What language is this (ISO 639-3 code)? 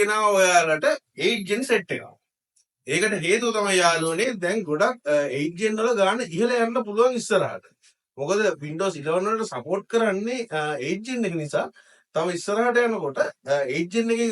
sin